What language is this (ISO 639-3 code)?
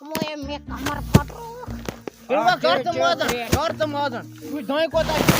kas